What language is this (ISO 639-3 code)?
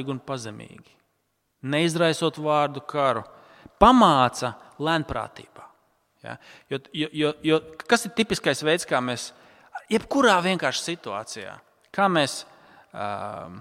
lav